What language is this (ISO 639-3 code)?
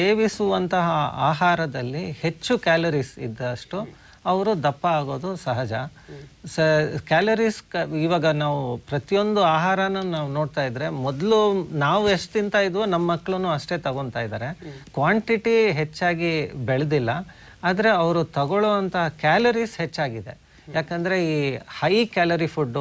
kan